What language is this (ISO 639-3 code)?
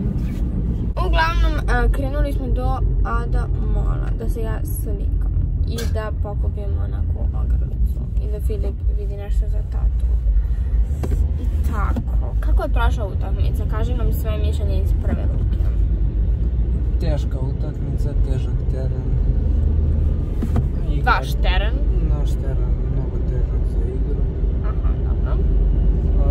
srp